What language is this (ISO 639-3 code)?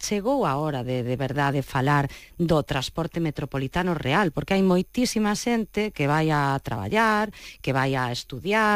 glg